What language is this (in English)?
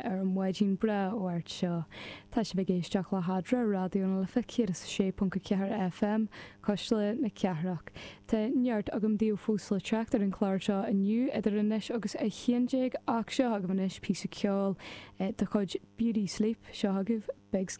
Irish